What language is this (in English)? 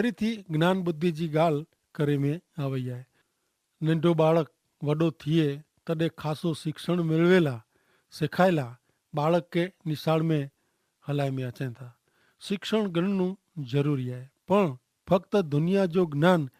Kachhi